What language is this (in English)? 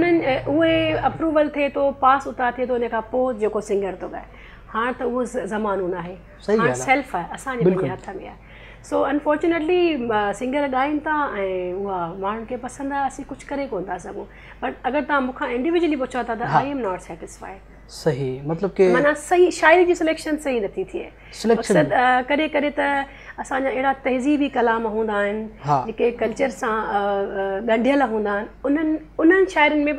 Sindhi